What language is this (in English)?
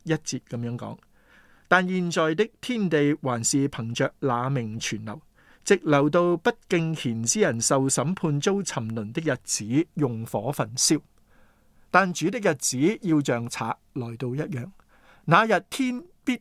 Cantonese